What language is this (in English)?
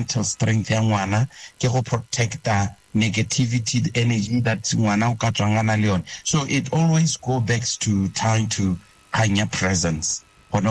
Tswana